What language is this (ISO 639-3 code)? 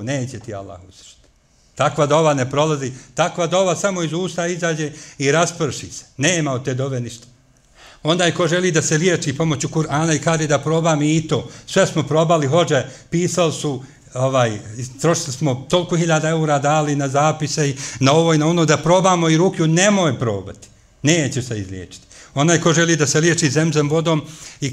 bos